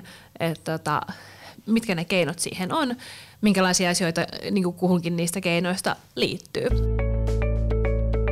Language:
Finnish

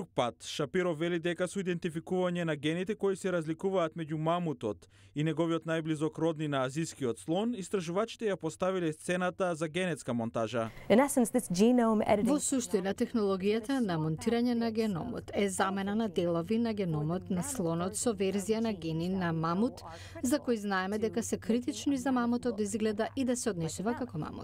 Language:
Macedonian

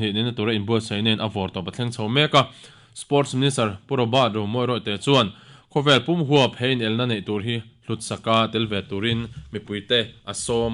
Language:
Mizo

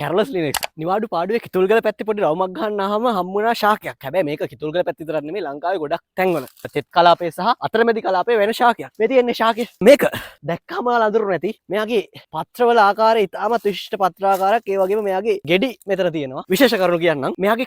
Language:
Sinhala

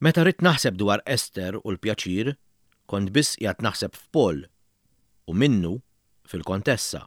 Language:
Maltese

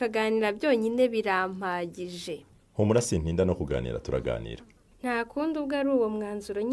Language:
Rundi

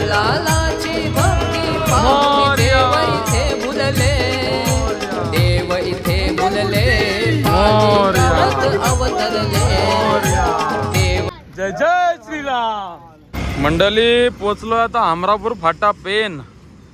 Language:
Marathi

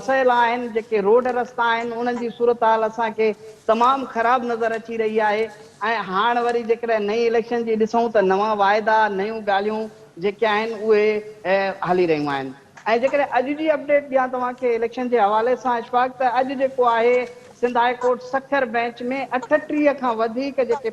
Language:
Sindhi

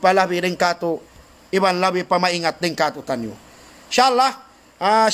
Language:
Tausug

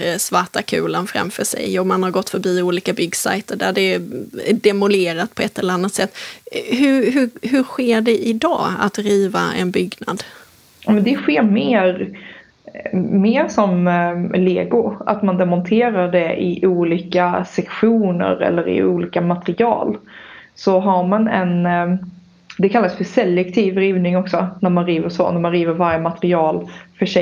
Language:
Swedish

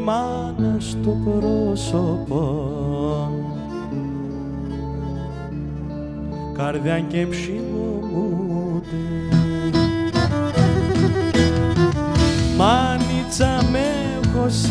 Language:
Greek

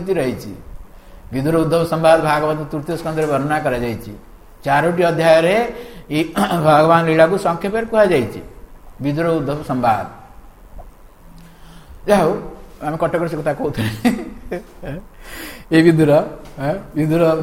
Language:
Odia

